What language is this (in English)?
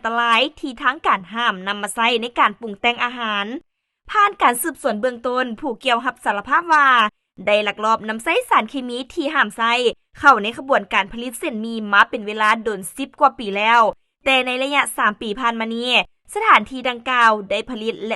Lao